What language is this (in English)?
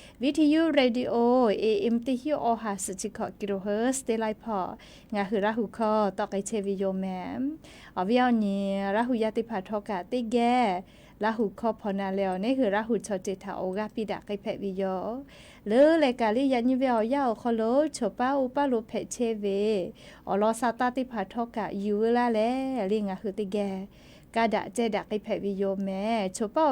Lahu